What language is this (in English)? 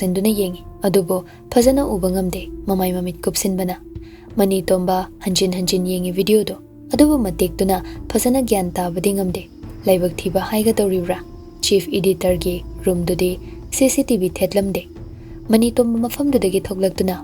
Manipuri